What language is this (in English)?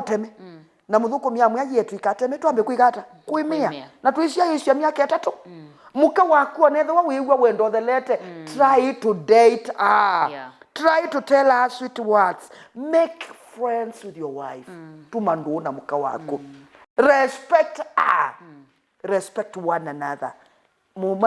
Kamba